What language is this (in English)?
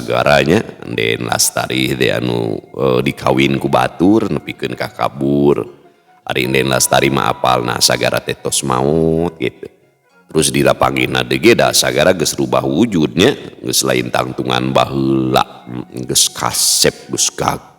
Sundanese